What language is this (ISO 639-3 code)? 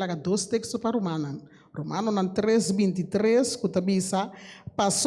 pap